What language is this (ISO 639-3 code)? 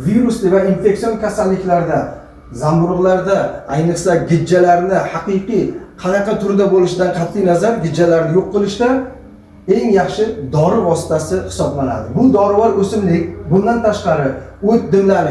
uzb